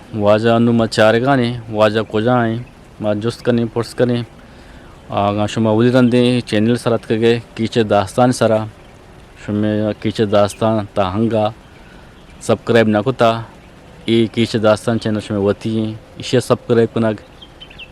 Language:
Eastern Balochi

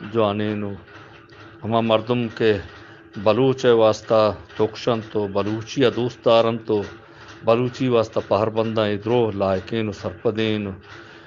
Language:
Eastern Balochi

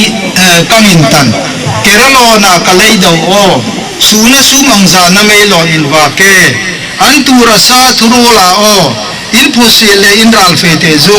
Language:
Hmar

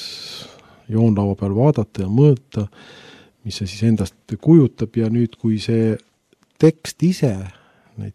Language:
Estonian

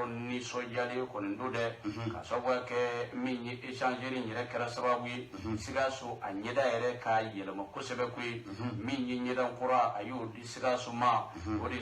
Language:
Bambara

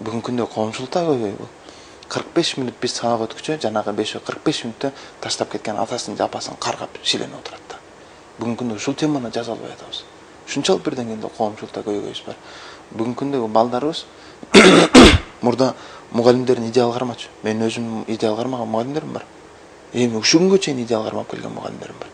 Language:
Kyrgyz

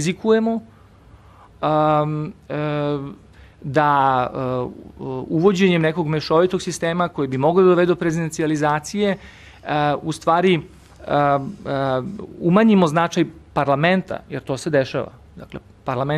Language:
Serbian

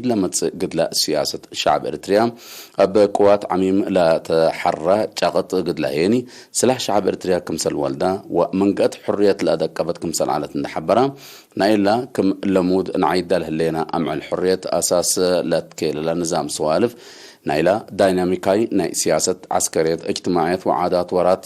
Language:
Tigre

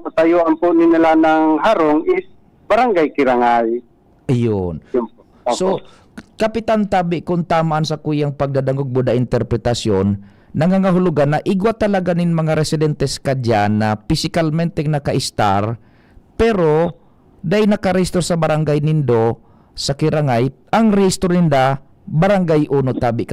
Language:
Bikol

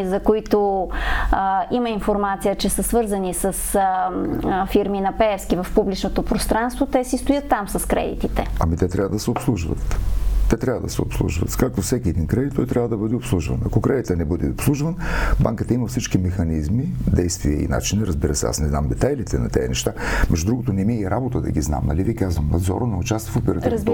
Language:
Bulgarian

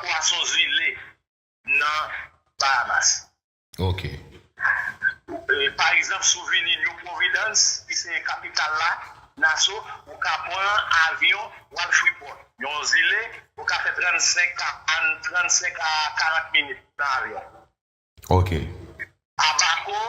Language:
Haitian Creole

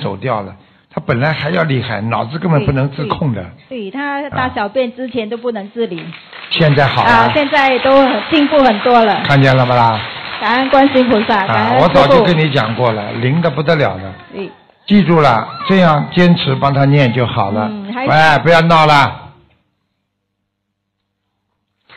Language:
Chinese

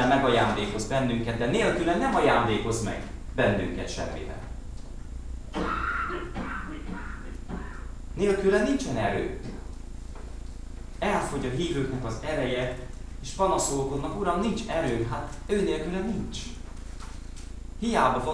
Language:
Hungarian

